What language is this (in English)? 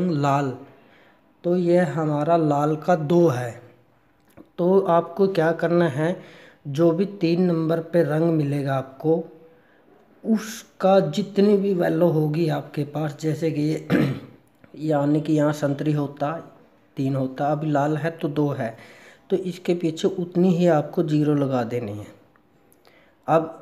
Hindi